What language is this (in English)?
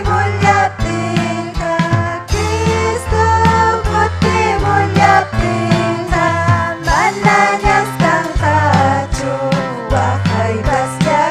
Ayacucho Quechua